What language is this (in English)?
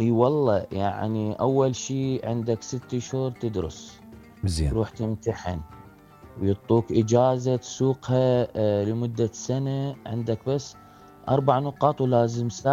Mesopotamian Arabic